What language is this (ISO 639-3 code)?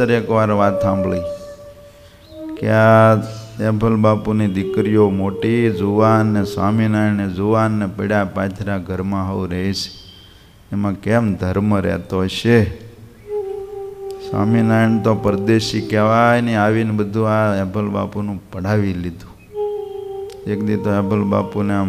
guj